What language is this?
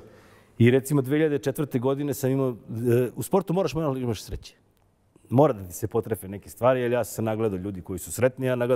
Serbian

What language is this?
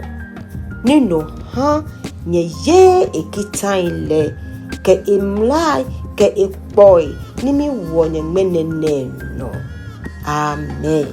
Ga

